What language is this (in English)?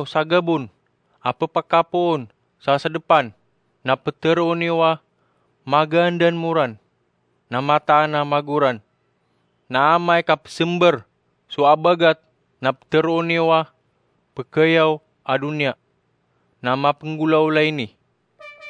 Maranao